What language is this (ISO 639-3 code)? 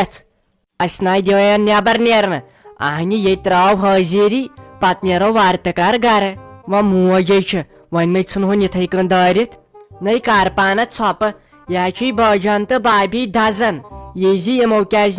kas